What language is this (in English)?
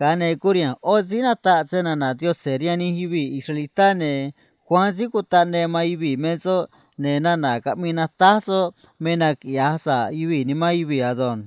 Copala Triqui